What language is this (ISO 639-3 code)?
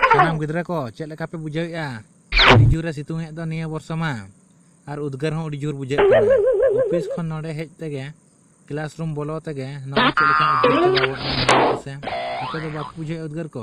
sat